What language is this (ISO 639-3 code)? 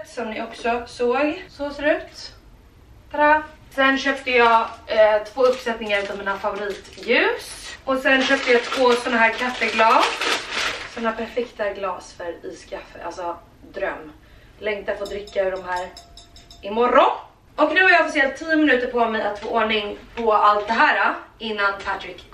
swe